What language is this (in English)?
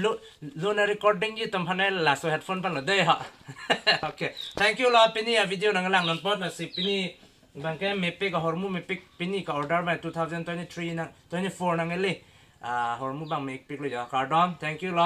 Karbi